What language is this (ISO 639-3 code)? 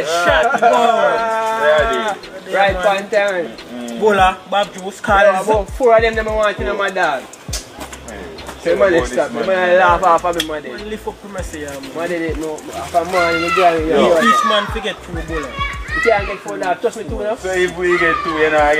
jam